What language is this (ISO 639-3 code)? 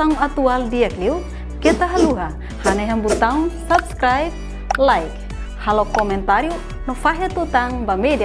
tet